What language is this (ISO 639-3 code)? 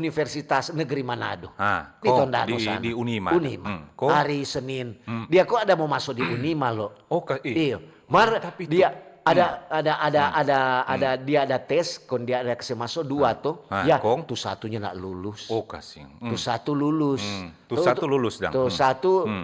xmm